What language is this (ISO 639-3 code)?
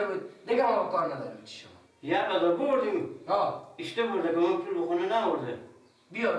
fas